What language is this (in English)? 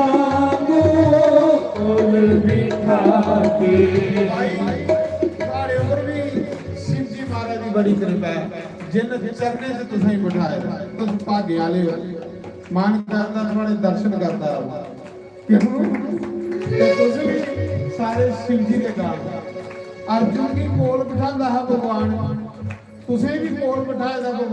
Dogri